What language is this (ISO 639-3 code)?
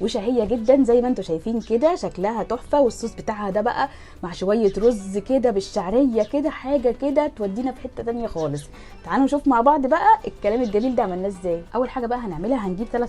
arz